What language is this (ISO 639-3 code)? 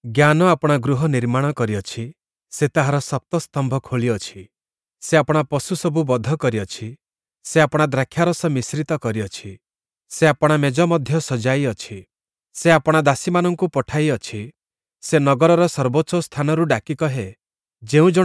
ori